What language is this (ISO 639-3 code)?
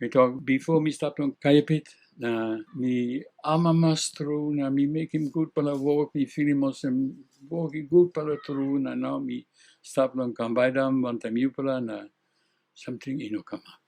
tpi